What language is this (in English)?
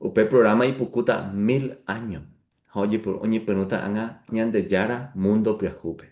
Guarani